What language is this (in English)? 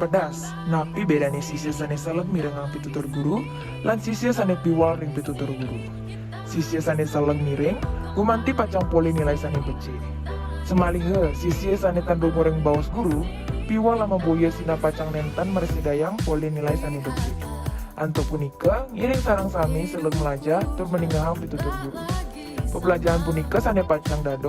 Balinese